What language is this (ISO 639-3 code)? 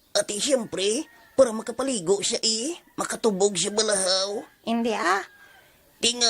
hil